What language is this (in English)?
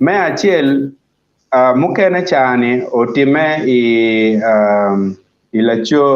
Acoli